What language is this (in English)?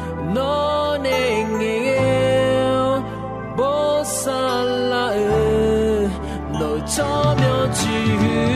Akha